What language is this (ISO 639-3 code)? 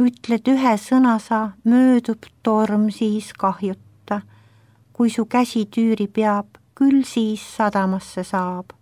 est